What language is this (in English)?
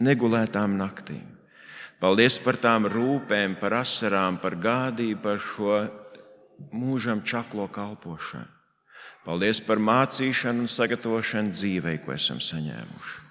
Latvian